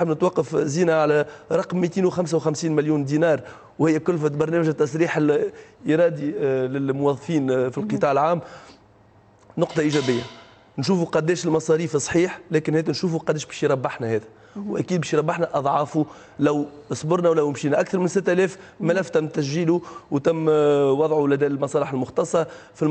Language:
Tunisian Arabic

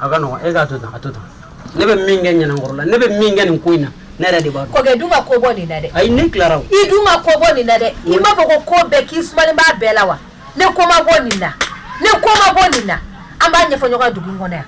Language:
Bambara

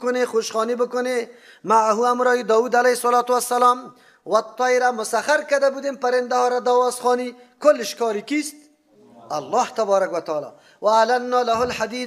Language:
Persian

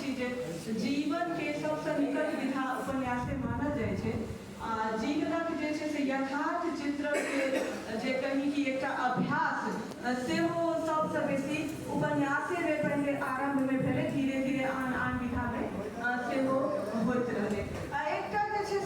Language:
Maithili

